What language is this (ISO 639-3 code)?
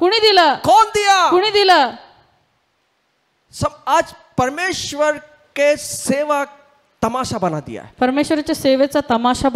mar